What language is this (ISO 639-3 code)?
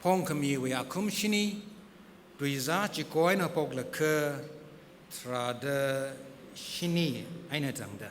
nmf